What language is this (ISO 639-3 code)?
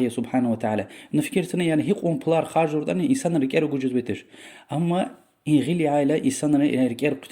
lez